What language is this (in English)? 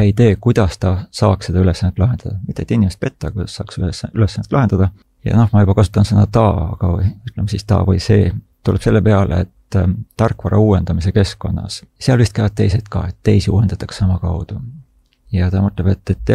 Estonian